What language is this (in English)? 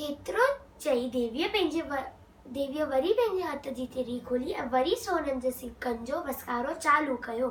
Sindhi